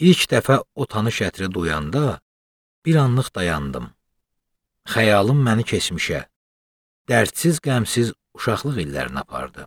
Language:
Azerbaijani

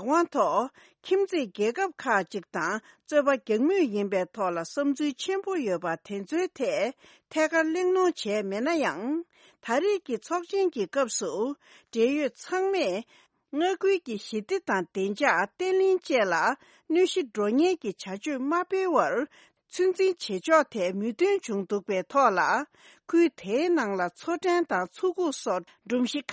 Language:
Tibetan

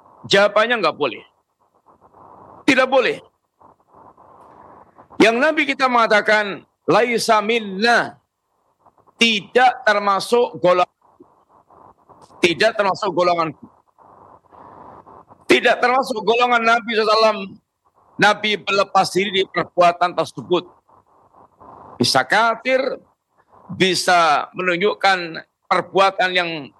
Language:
Indonesian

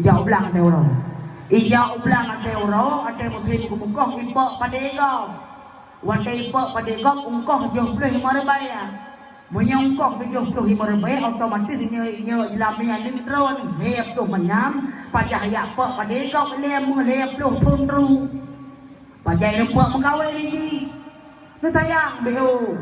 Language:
Achinese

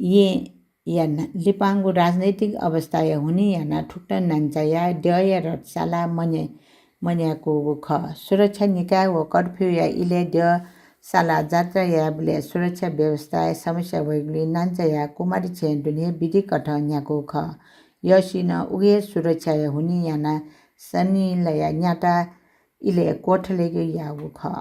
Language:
Newari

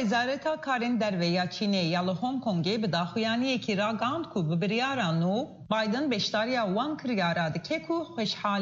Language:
Kurdish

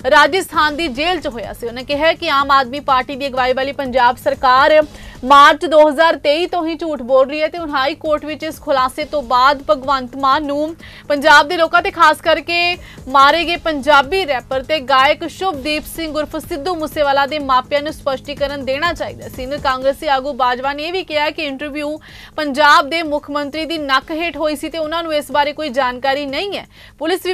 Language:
Punjabi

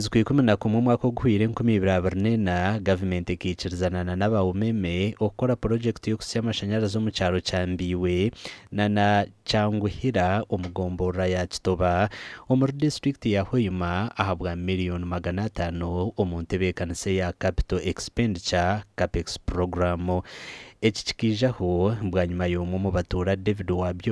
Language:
Nyankole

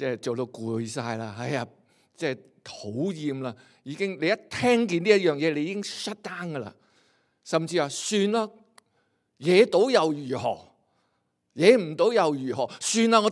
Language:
Cantonese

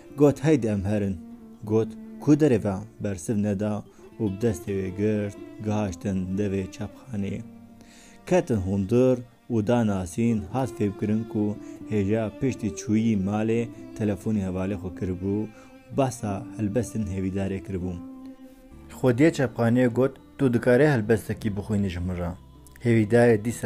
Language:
Kurdish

